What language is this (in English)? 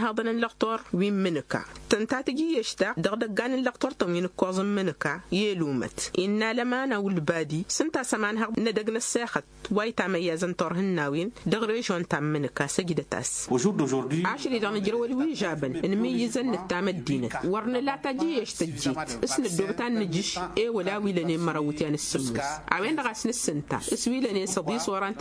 Tamasheq